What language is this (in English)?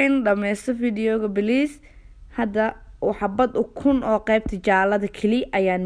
Somali